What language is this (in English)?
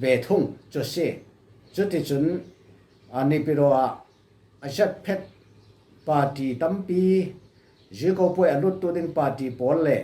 Falam Chin